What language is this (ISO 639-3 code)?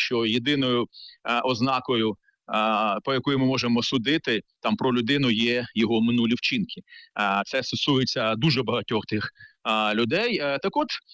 ukr